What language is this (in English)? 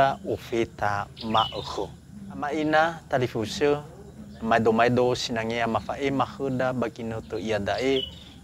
Nias